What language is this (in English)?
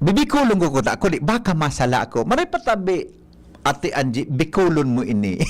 Bikol